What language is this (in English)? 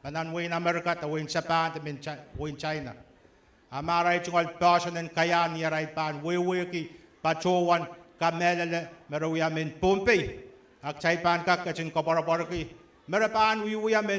Pohnpeian